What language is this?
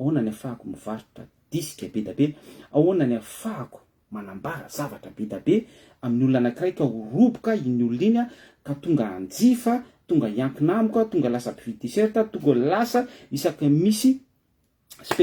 Malagasy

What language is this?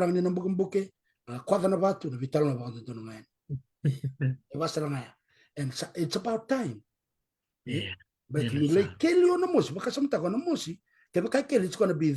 Fijian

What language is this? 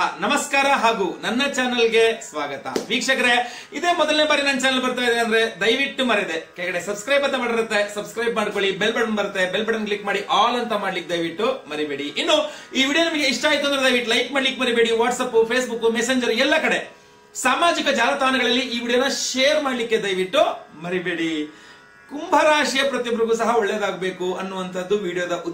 Kannada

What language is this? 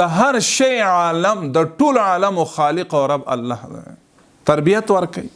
Pashto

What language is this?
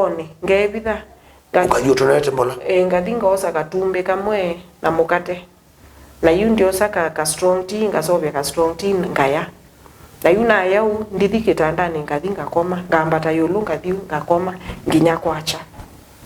Kamba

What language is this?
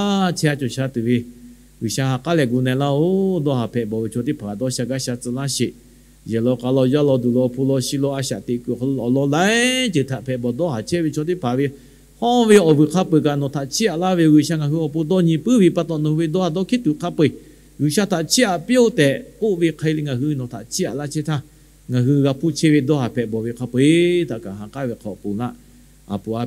Lahu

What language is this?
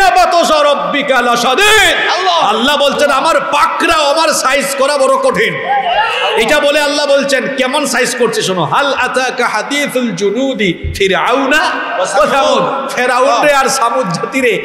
Bangla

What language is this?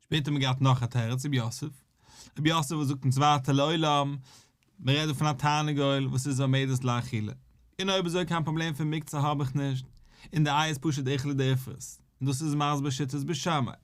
Yiddish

